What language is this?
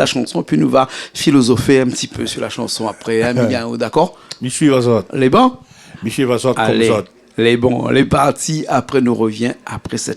Réunion Creole French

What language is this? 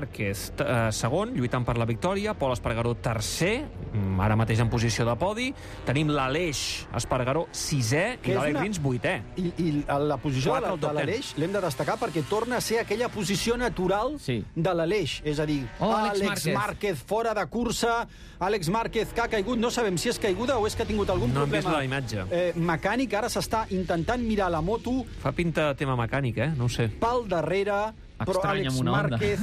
Catalan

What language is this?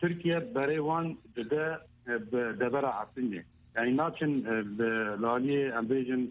Kurdish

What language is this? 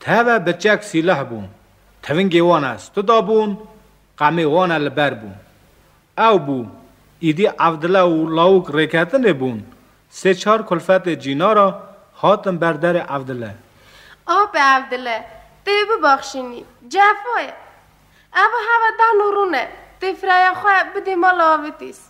Kurdish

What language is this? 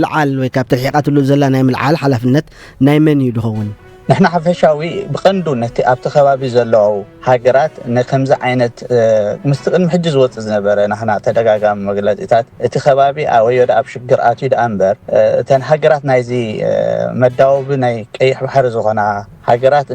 Tigrinya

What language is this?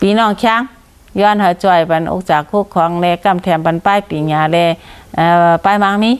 Shan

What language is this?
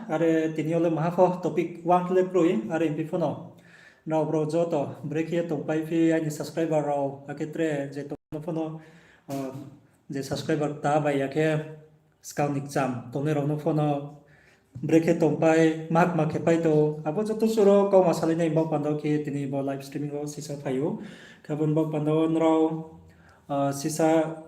Riang (India)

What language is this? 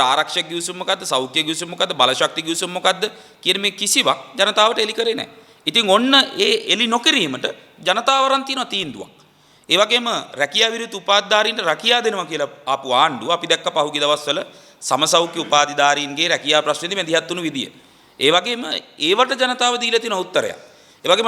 Sinhala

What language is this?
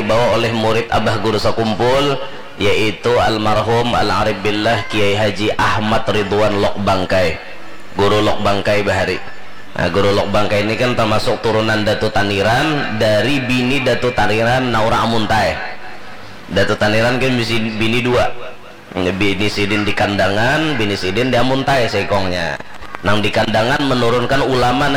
Banjar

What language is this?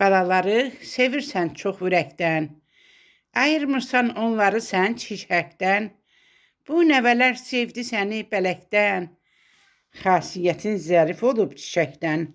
Azerbaijani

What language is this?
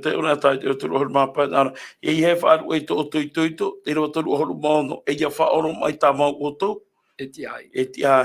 Tahitian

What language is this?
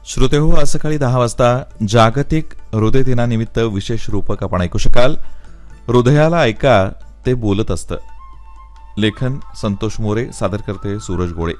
Marathi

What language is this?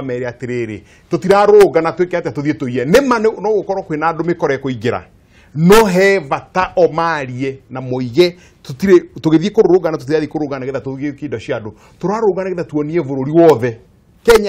Kikuyu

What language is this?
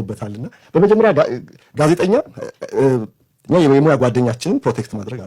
Amharic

